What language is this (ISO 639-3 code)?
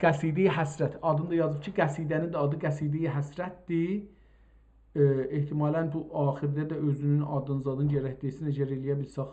azb